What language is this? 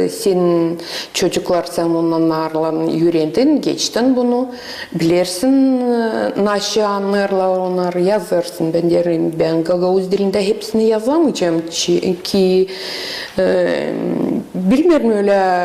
Gagauz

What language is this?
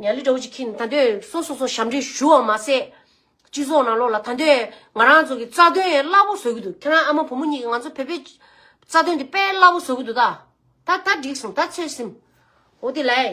Tibetan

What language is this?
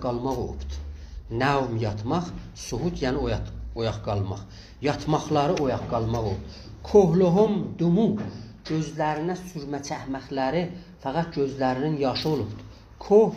South Azerbaijani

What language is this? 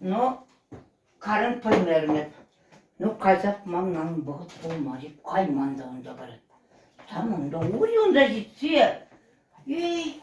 Chuvash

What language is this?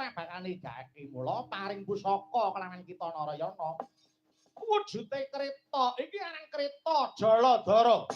Javanese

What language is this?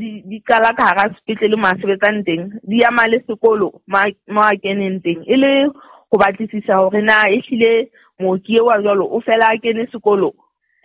Southern Sotho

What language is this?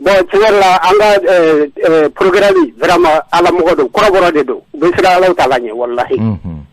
Bambara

